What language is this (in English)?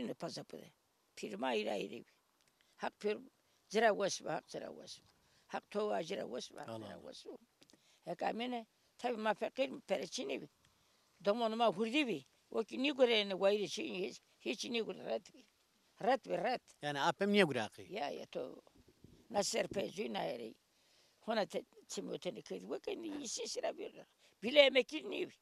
Zaza